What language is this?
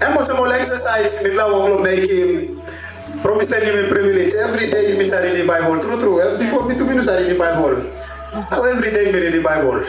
Tok Pisin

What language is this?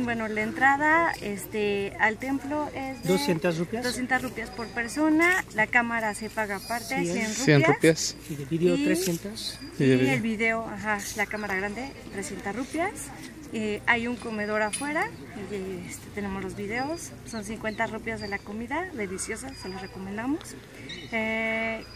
Spanish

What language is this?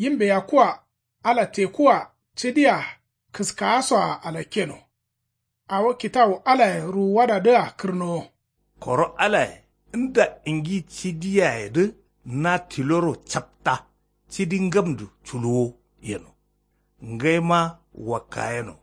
Kanuri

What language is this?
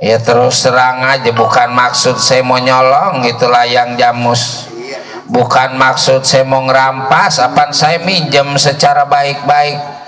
Betawi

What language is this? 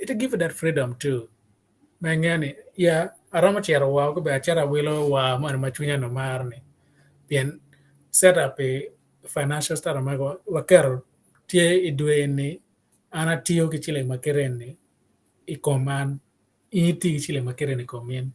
Acoli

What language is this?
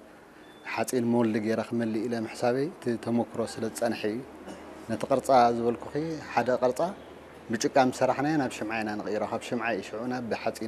Tigrinya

